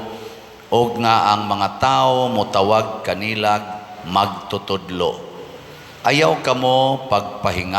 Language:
Cebuano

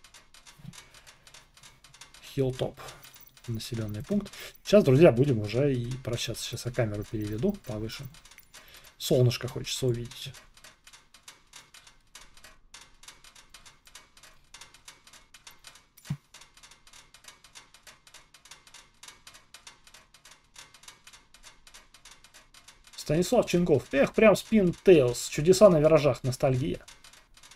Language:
Russian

